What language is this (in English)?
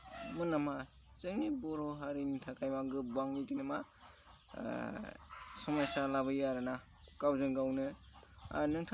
Bodo